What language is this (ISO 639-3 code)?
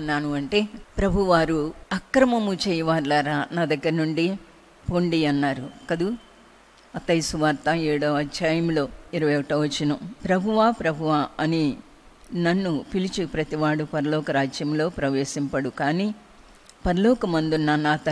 tel